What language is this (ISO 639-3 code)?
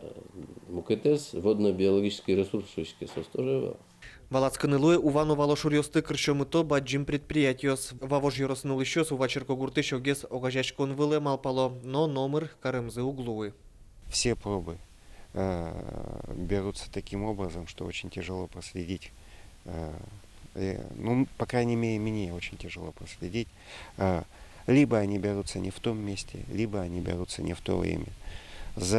udm